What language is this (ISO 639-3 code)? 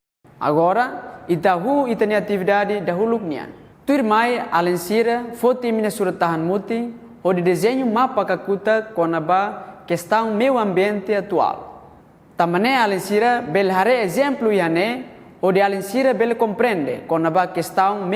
tet